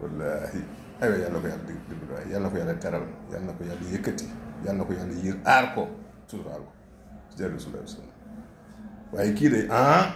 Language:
Wolof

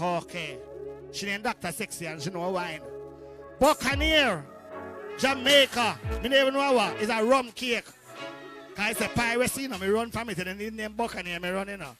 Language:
Jamaican Creole English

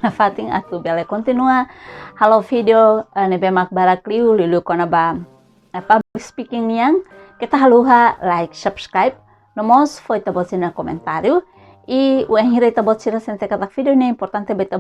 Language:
Tetum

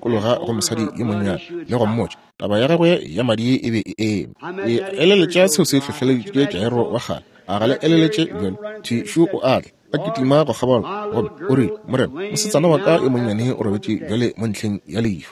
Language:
Northern Sotho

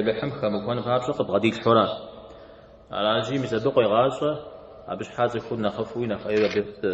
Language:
Kabardian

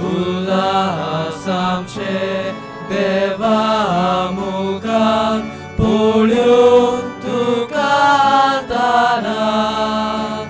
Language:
Konkani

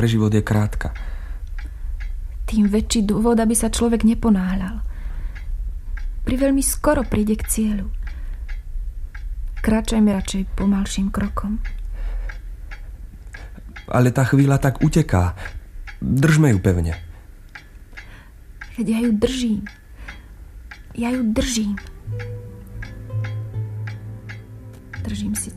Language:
Slovak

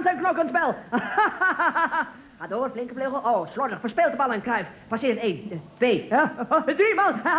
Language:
Dutch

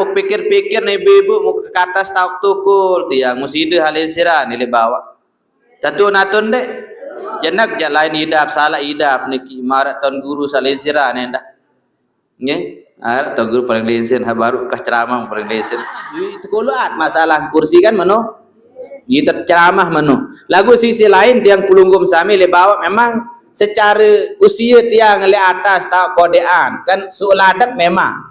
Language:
Sasak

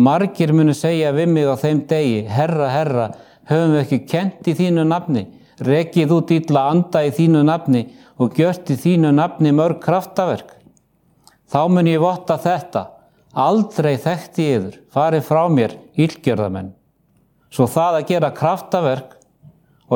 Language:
Icelandic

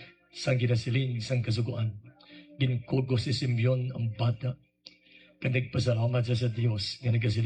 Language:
Hiligaynon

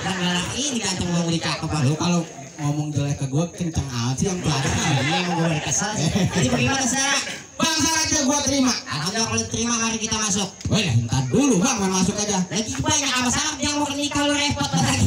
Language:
Betawi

